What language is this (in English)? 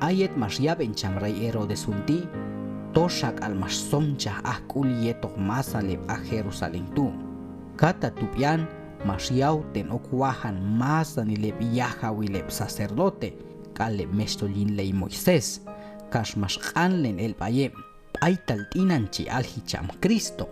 Q'anjob'al